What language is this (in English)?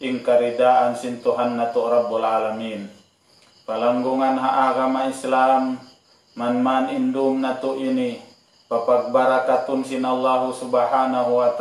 Tausug